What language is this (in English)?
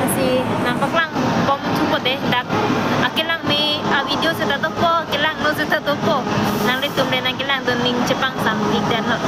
Karbi